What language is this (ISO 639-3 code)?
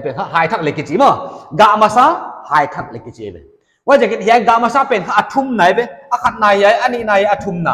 pck